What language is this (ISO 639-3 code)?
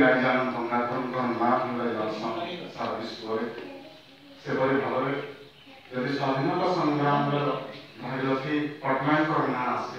spv